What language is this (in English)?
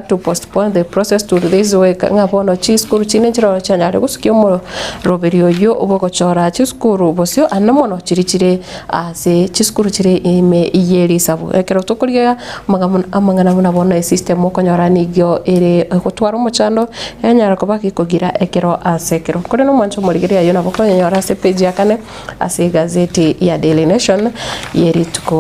Gusii